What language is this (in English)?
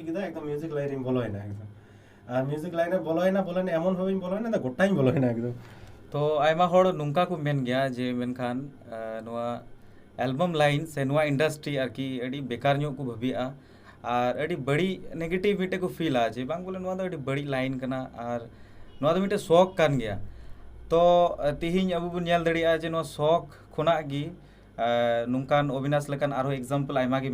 Santali